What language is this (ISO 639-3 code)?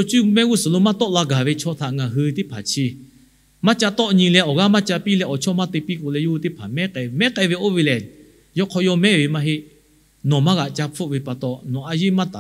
lhu